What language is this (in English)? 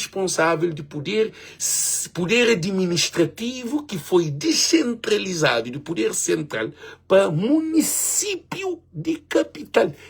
Kabuverdianu